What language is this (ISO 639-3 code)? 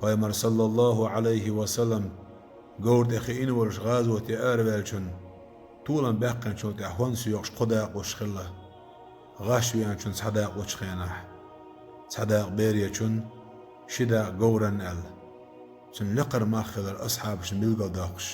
che